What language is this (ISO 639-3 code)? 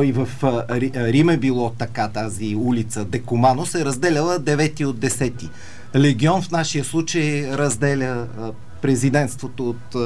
bul